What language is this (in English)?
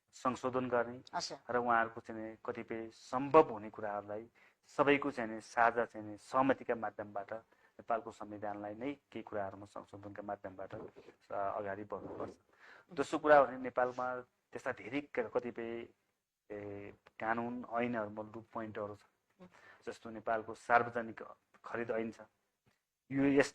Nepali